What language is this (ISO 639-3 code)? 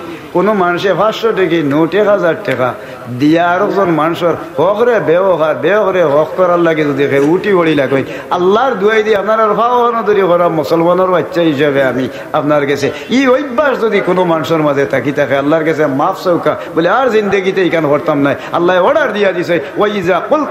syl